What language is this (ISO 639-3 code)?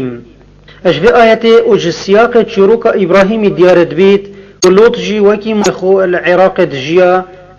kur